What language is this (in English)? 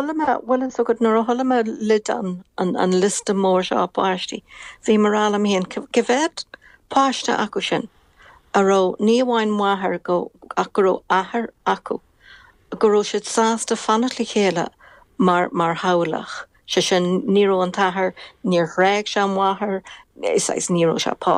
Irish